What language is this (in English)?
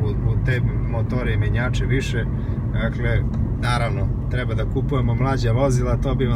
Serbian